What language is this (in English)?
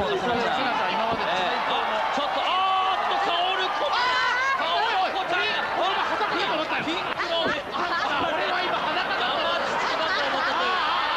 Japanese